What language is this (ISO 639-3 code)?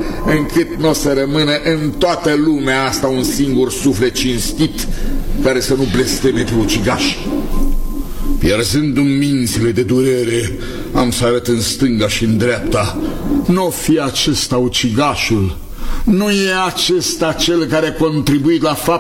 ron